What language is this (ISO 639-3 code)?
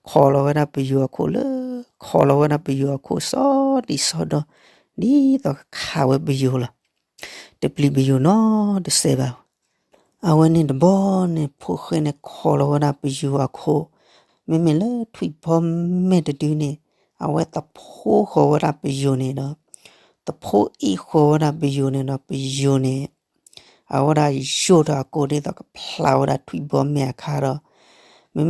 ksw